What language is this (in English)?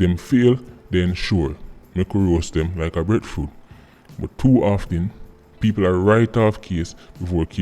Jamaican Creole English